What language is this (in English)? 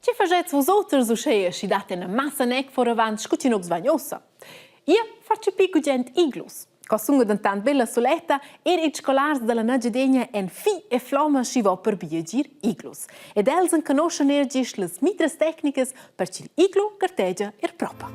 Romansh